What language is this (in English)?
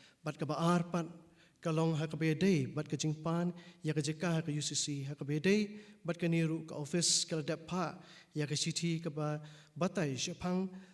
Khasi